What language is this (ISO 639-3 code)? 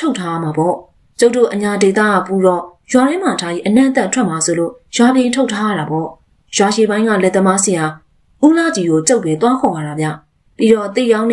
mya